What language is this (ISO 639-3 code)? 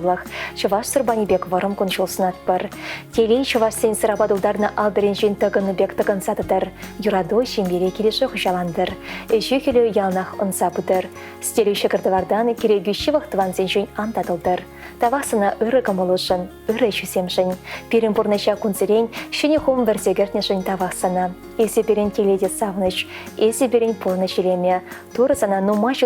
chv